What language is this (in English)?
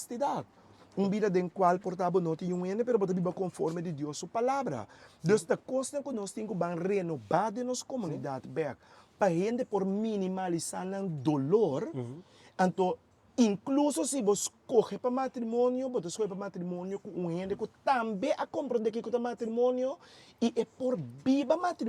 Papiamento